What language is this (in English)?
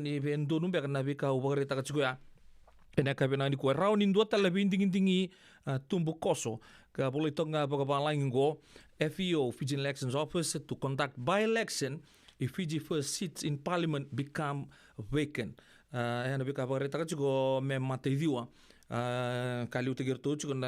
Fijian